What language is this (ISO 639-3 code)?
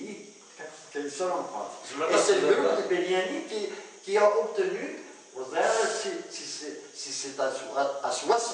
kab